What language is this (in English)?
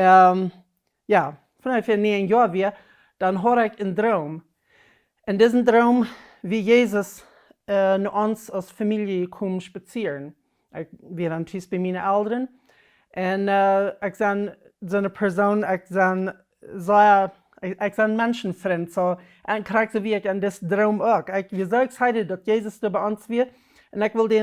Plautdietsch